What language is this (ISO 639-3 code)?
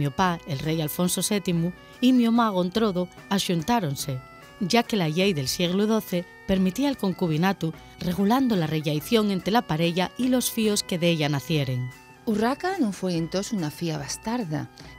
ast